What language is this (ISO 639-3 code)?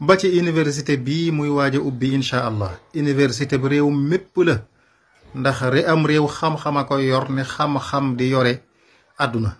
wol